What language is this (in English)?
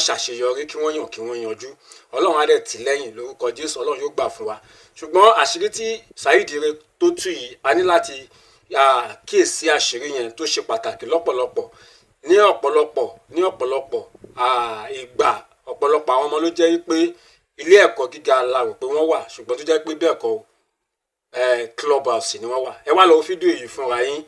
Yoruba